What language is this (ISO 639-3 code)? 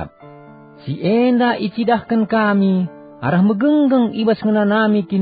btx